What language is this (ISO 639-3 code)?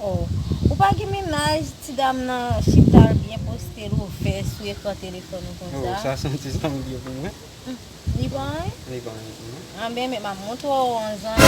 hat